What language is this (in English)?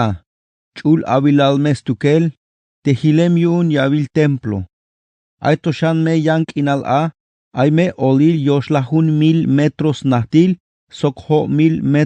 Tzeltal